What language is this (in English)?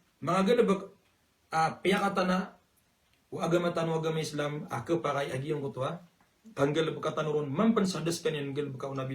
Maranao